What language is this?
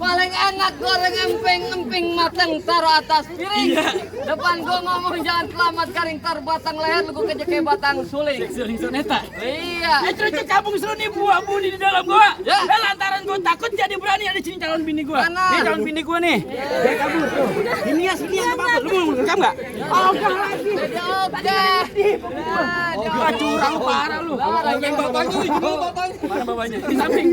Betawi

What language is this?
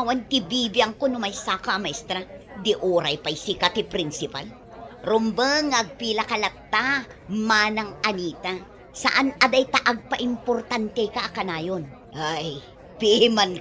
Iloko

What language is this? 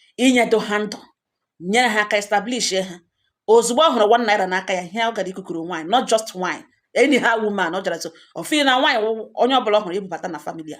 Igbo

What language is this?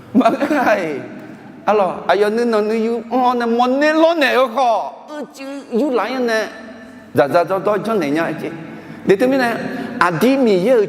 Akha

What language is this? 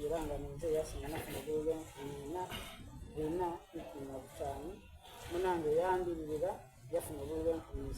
Soga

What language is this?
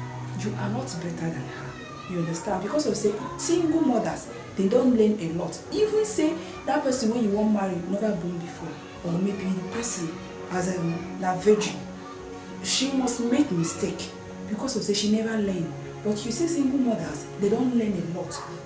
Nigerian Pidgin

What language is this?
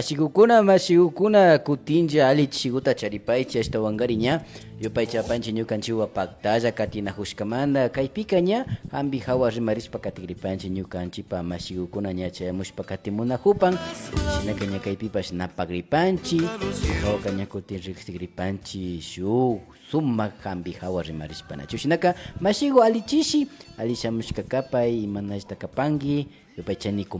Imbabura Highland Quichua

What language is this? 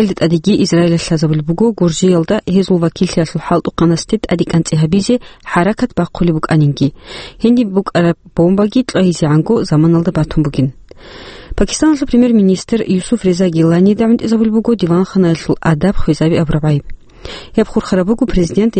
Avaric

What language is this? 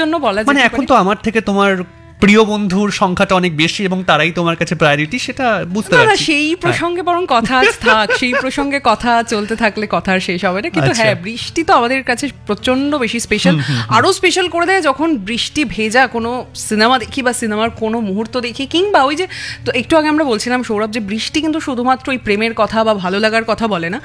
Bangla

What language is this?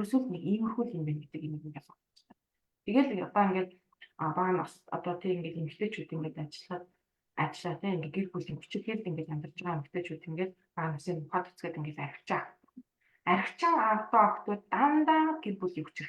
Mongolian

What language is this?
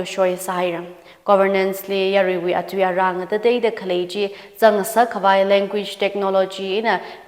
Tangkhul Naga (India)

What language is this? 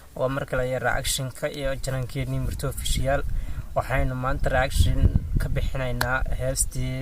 Somali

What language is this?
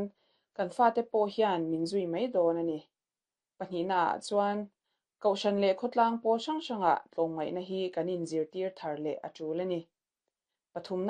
Mizo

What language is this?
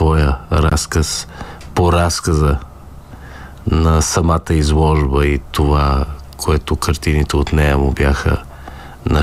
Bulgarian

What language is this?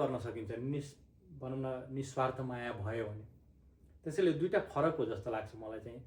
Nepali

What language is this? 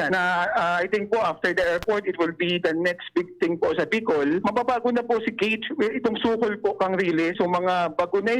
Bikol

